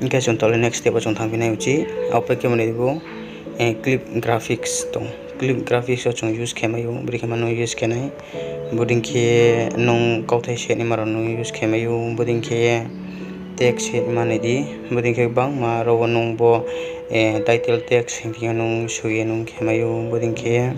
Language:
Riang (India)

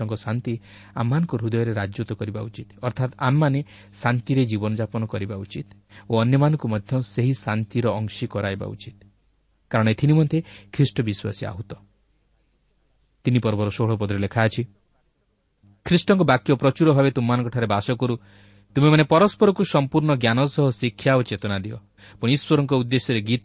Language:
Odia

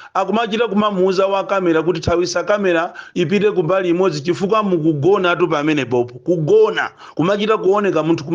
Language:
Nyanja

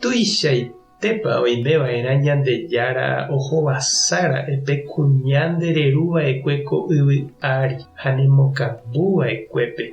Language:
Guarani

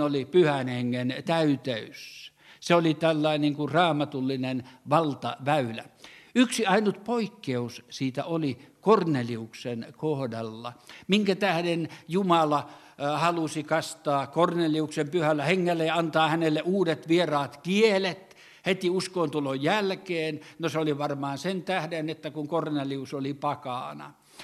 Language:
Finnish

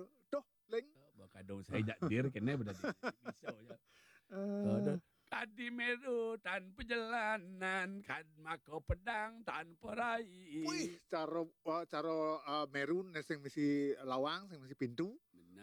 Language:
Balinese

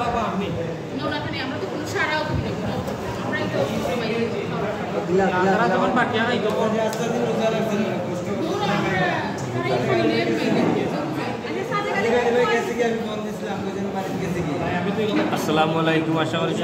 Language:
Sylheti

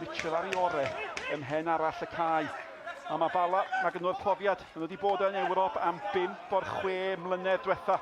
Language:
Welsh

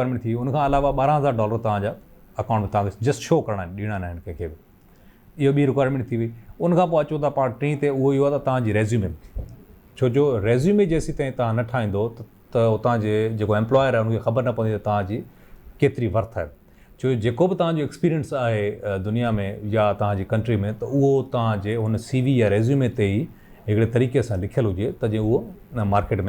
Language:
Sindhi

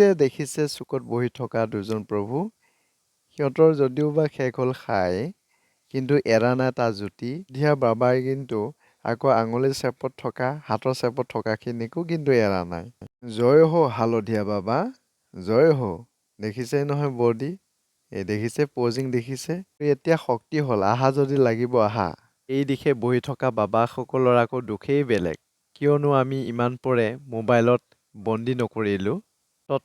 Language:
Assamese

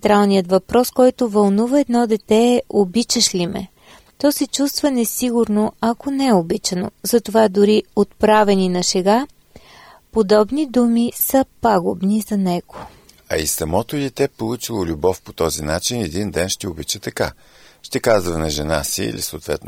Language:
Bulgarian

